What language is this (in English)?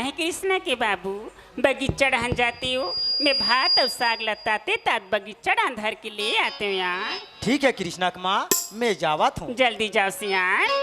Chhattisgarhi